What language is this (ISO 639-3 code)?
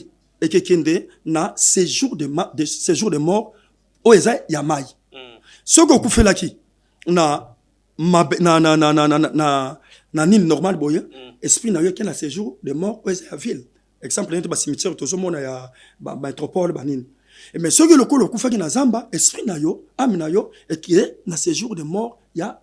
lin